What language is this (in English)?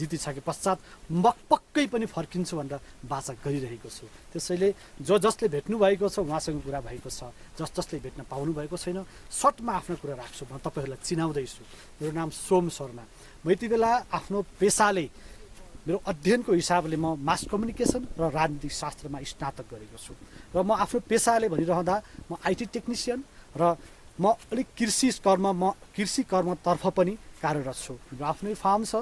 Nepali